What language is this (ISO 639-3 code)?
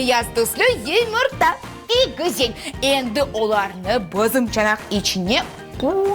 crh